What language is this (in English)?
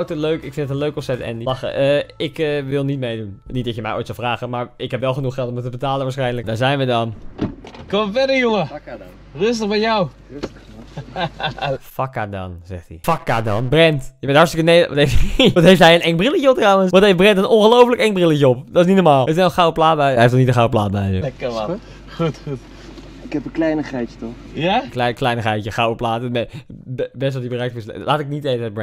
Dutch